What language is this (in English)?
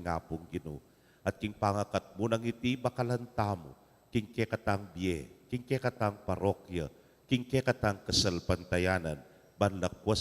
Pampanga